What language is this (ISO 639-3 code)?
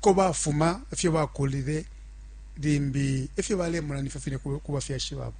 bem